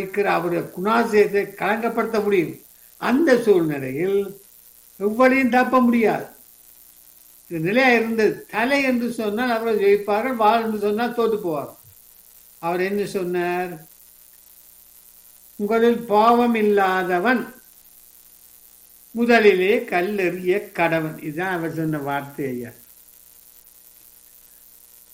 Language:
Tamil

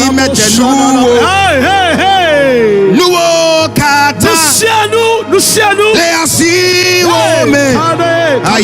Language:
Ewe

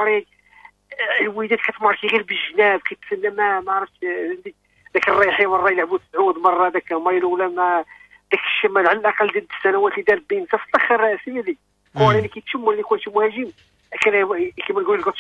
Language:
Moroccan Arabic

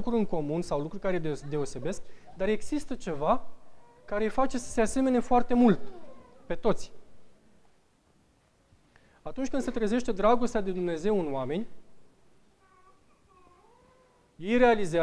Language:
Romanian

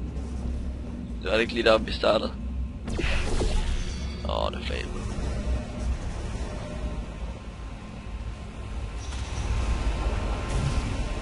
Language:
Danish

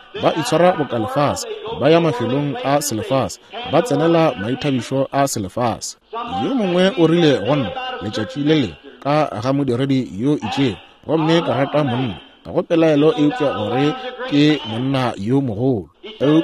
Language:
Northern Sotho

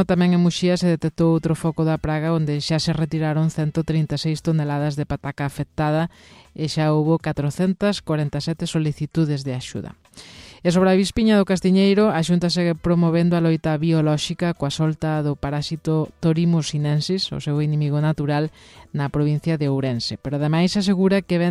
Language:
Galician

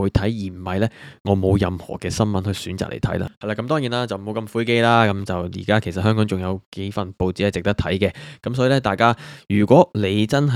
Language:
Cantonese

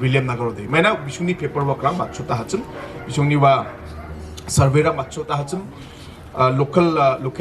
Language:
Garo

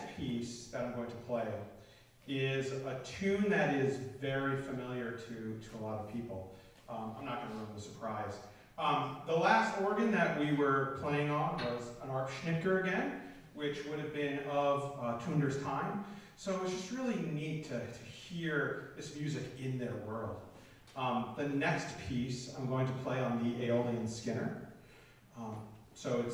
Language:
English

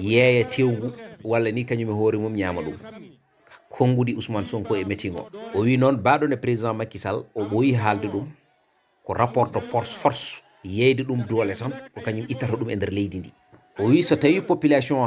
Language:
Fula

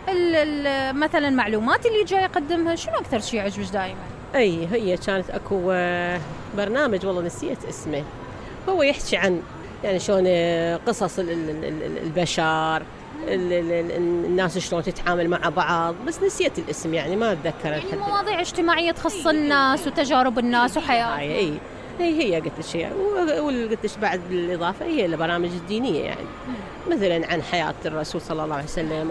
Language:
Mesopotamian Arabic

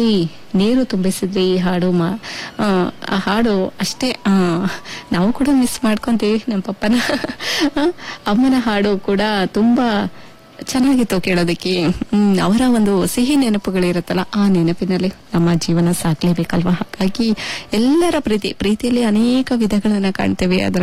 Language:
Kannada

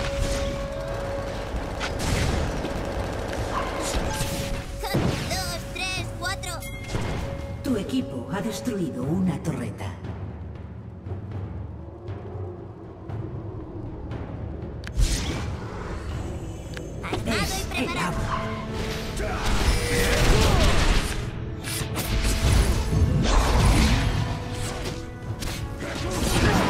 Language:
Spanish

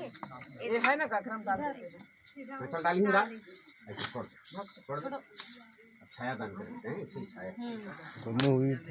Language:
Chhattisgarhi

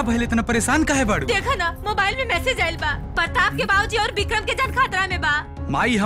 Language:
Bhojpuri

